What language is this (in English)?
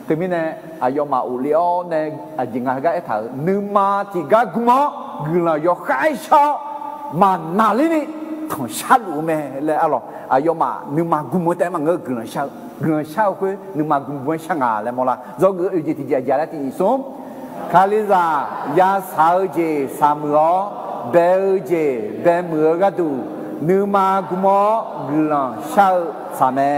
Akha